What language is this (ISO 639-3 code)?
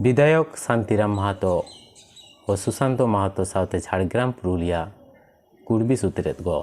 sat